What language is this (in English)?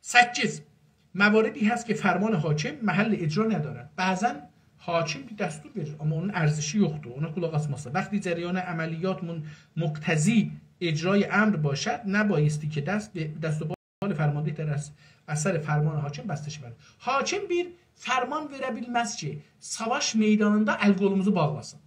South Azerbaijani